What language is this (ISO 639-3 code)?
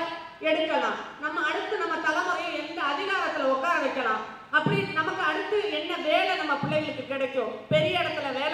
tam